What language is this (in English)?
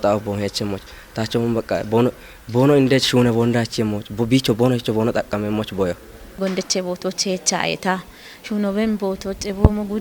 Kafa